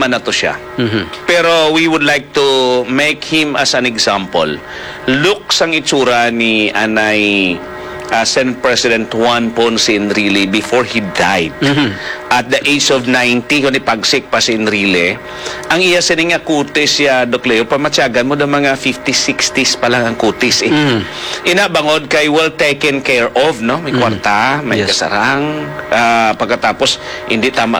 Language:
Hiligaynon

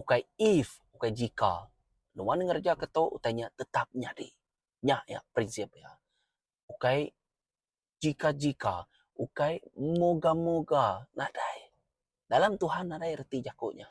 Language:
Iban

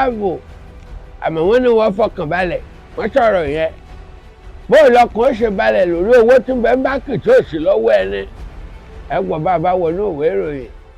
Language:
Yoruba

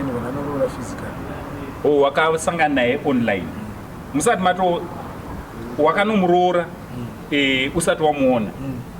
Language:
Shona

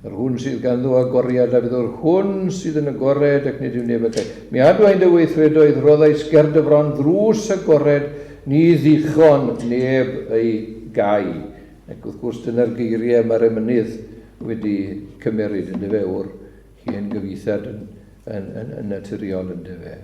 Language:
Welsh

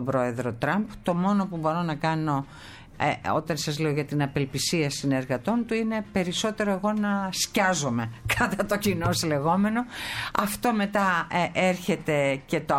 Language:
Greek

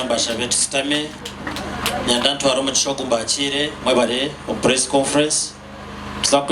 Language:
Nyankole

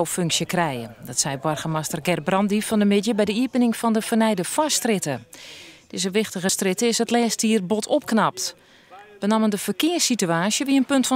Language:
Western Frisian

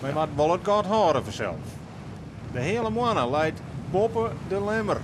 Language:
Western Frisian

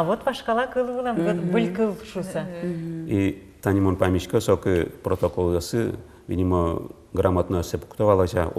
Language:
Udmurt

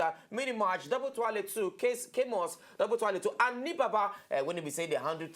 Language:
Nigerian Pidgin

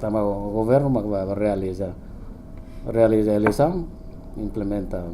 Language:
Tetum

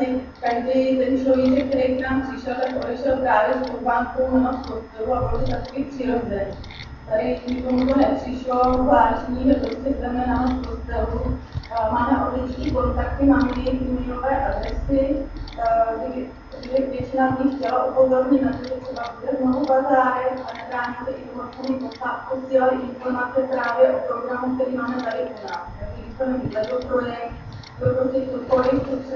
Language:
Czech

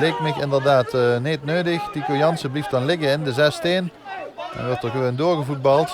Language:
Limburgish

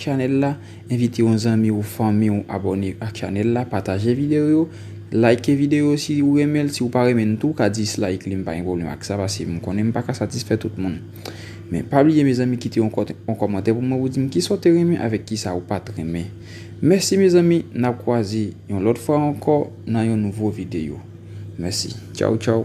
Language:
Haitian Creole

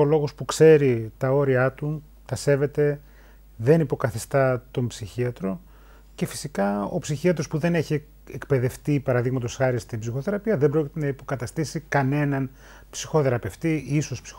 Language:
Greek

